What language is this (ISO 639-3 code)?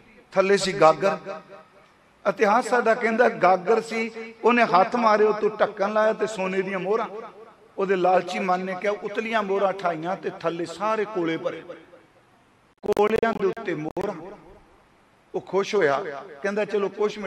pan